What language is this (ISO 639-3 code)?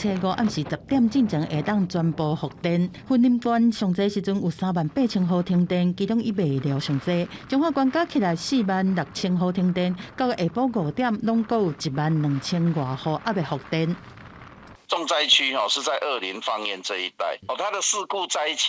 nan